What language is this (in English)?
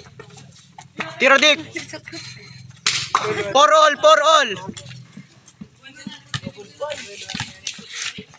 Filipino